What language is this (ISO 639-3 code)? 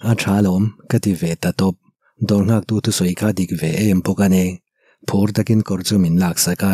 lus